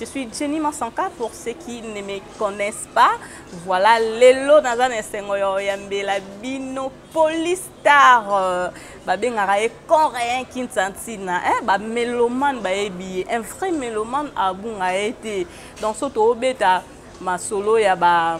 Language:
Lingala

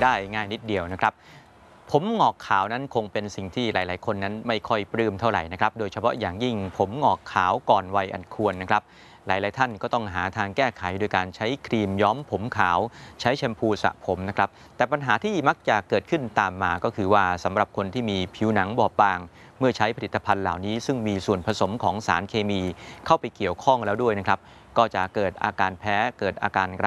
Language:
Thai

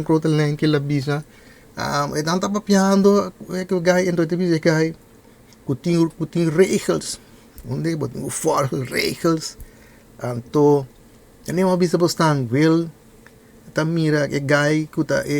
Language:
Papiamento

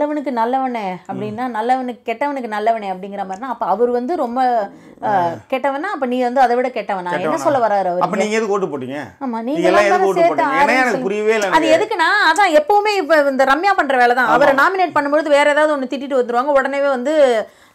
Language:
Tamil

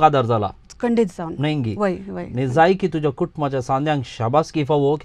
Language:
Konkani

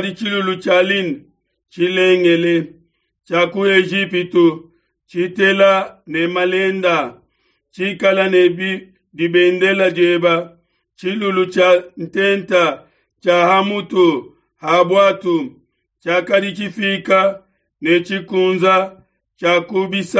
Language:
Luba-Lulua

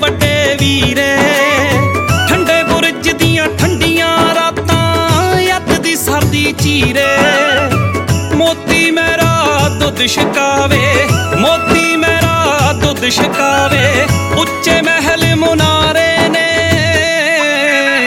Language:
Punjabi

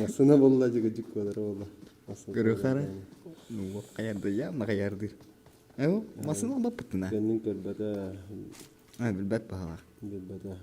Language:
Yakut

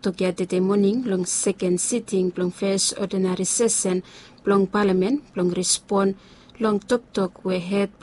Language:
Bislama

